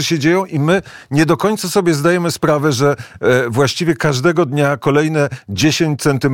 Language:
Polish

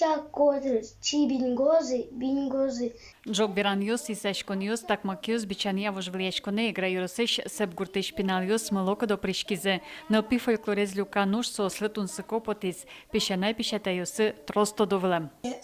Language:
Udmurt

